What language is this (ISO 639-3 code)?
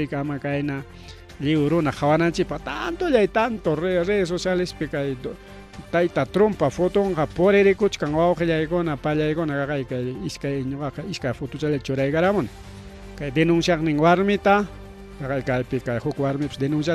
quy